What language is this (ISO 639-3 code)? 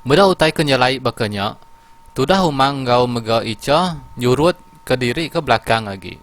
iba